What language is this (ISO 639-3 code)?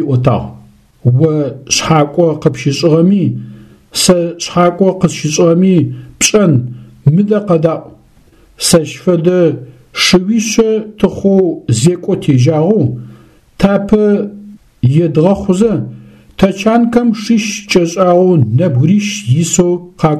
ady